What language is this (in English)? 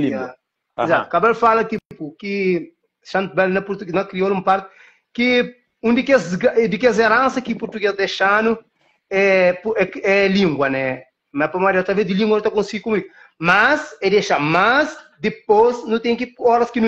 Kabuverdianu